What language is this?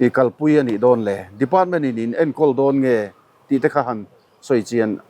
Mizo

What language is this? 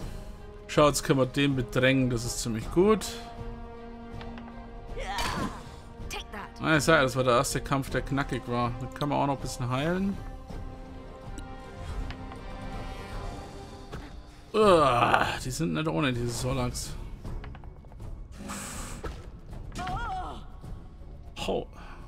German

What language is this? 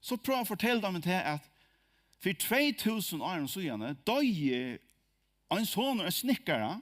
Faroese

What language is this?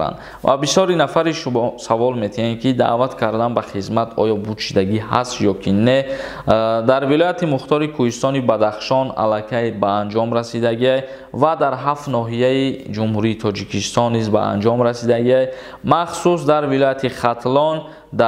Tajik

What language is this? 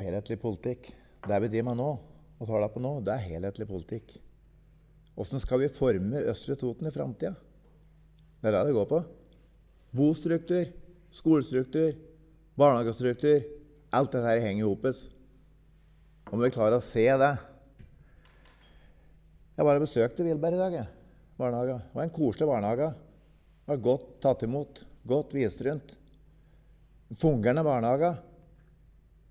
Norwegian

